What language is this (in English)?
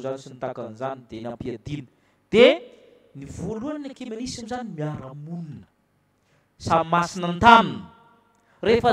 Malagasy